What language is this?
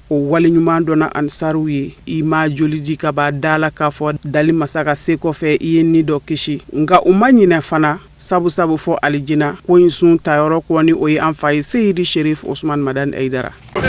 Bambara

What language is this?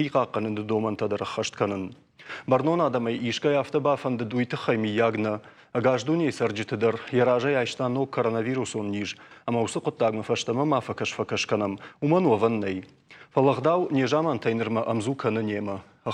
Ossetic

